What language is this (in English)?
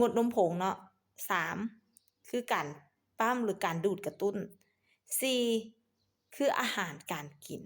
Lao